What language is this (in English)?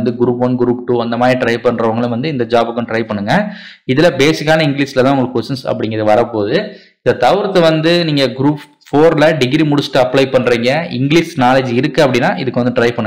Tamil